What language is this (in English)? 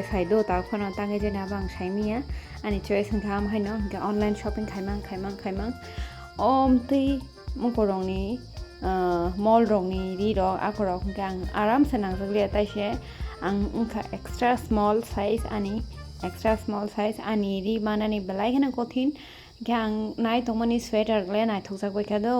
Kok Borok